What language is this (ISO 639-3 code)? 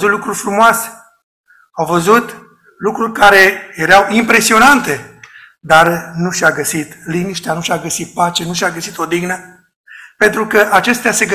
ron